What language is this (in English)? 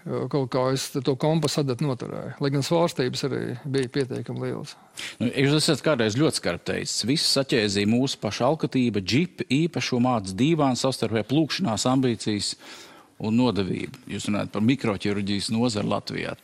Latvian